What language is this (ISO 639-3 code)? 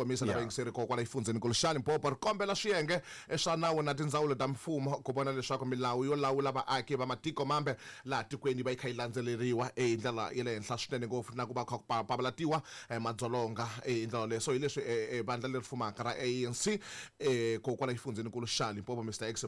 tso